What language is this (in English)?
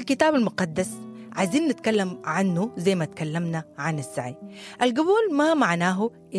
Sudanese Arabic